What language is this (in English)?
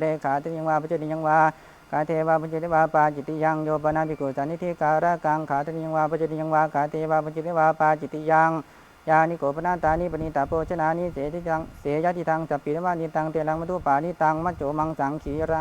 Pali